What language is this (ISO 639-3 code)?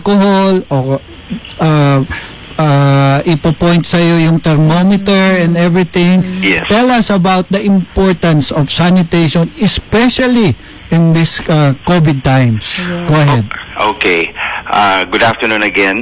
bik